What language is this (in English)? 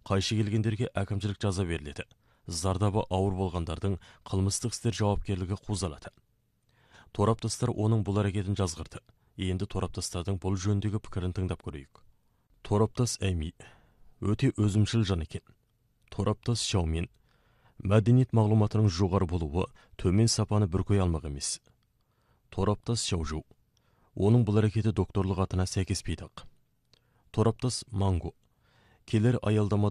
Kazakh